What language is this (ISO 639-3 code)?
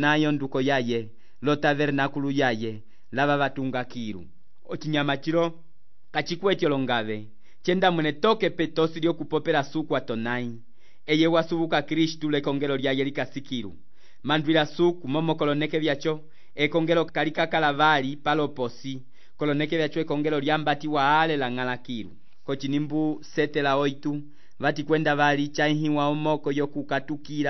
umb